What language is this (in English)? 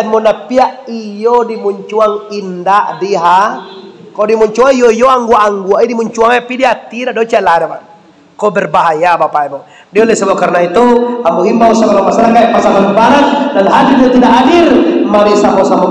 Minangkabau